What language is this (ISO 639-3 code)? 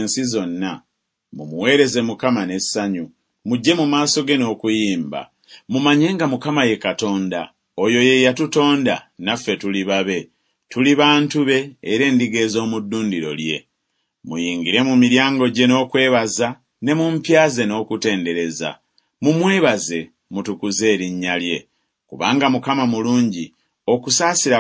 lug